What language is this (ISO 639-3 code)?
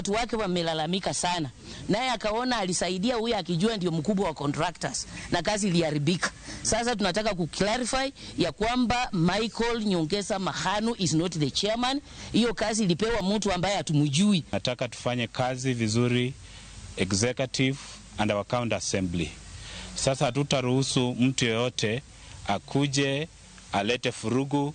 luo